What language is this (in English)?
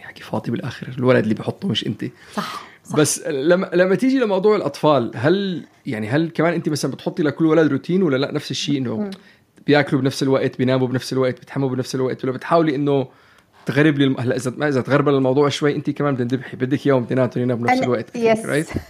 North Levantine Arabic